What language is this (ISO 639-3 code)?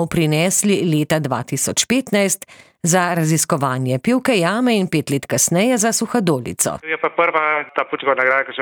slv